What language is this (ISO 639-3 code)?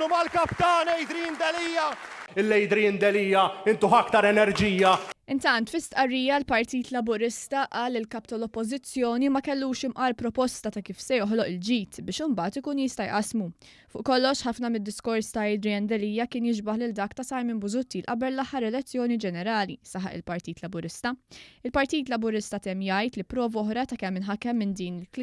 mlt